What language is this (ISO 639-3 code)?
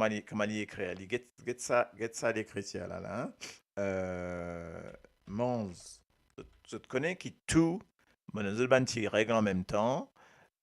mfe